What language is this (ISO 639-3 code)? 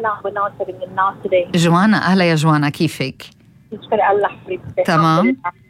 apc